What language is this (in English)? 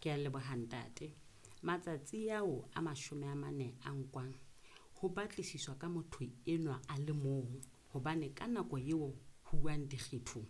Southern Sotho